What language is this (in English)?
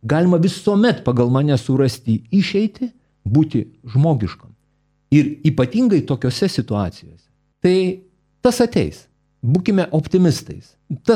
Lithuanian